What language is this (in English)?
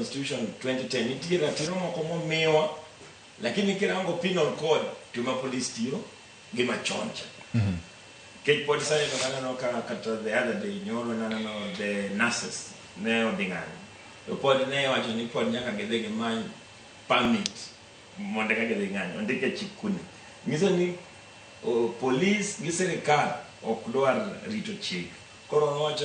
Luo (Kenya and Tanzania)